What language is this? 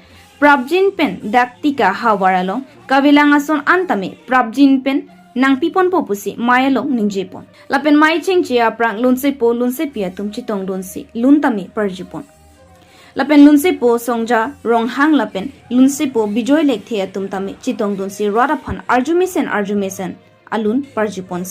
Karbi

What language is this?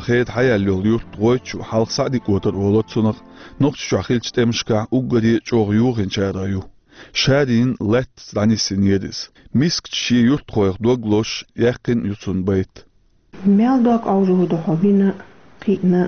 Chechen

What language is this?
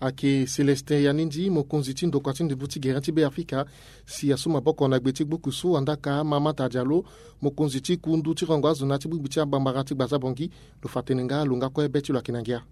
Sango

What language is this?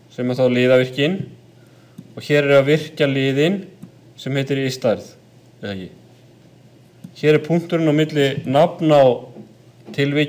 Icelandic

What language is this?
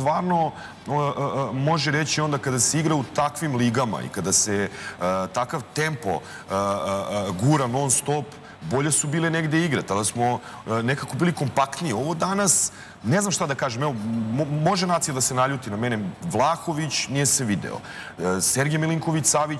Serbian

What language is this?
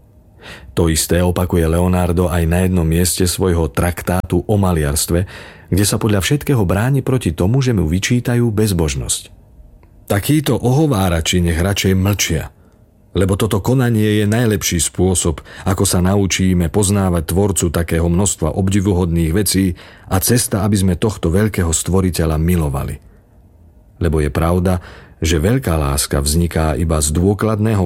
Slovak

